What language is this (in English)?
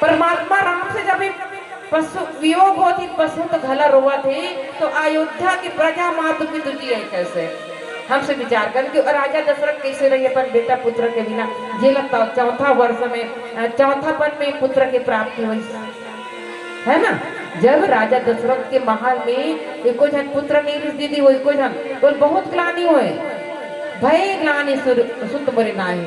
Chhattisgarhi